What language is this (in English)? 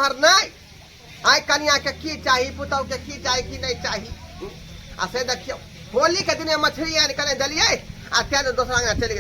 Maithili